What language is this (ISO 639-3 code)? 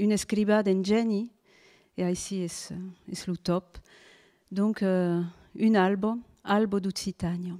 oci